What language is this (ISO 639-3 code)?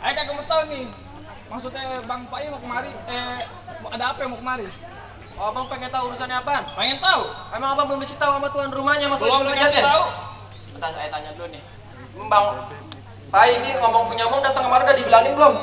bew